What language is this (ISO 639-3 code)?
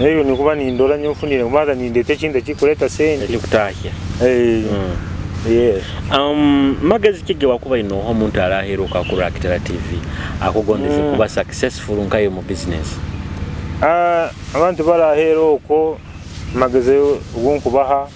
nyo